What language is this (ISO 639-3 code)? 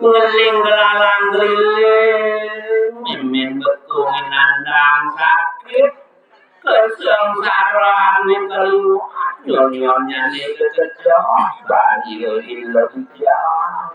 ban